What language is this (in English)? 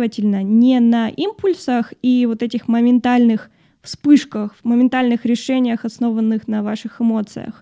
Russian